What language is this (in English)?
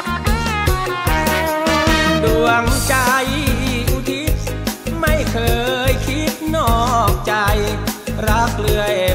Thai